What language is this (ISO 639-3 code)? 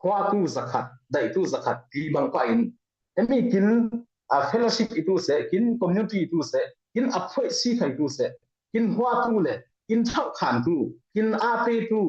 cfm